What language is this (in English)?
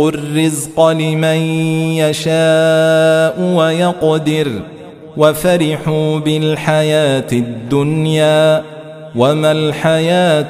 Arabic